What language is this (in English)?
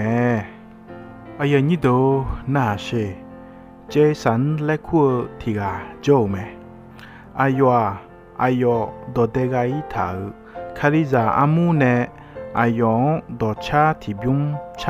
Akha